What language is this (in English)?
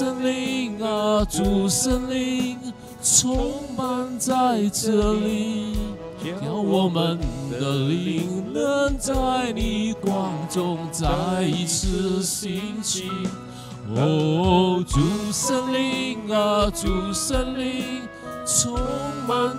Chinese